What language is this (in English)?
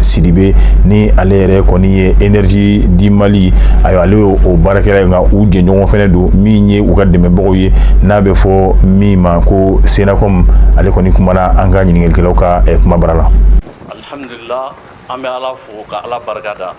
Bambara